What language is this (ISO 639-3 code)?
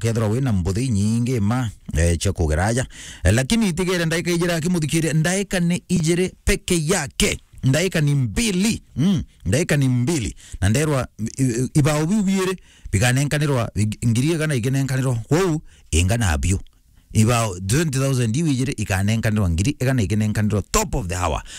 mer